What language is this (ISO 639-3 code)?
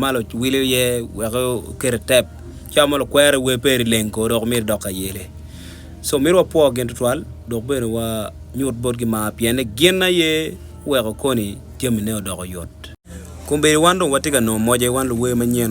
ach